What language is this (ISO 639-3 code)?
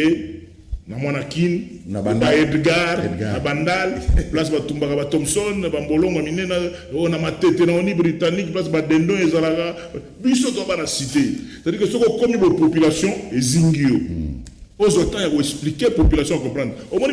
lin